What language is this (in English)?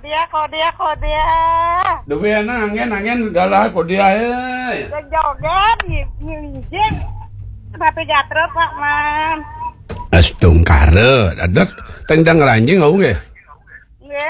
Balinese